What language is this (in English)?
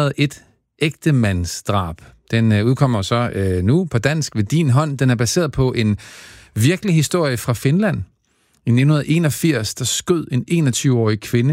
Danish